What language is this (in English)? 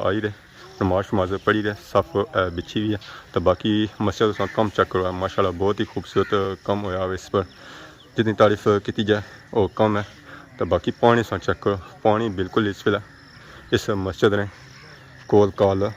Pahari-Potwari